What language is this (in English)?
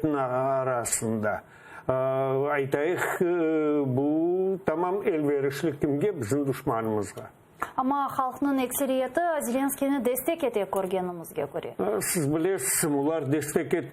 Crimean Tatar